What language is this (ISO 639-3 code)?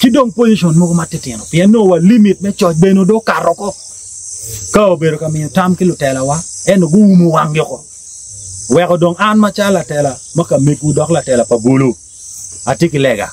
ach